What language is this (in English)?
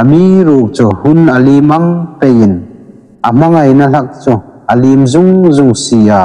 Hmar